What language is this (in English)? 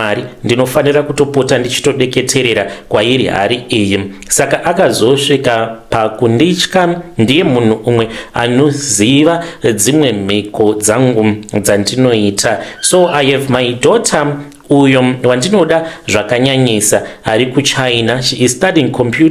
Shona